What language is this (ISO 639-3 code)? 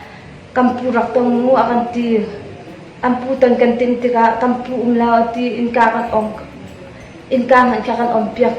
cnh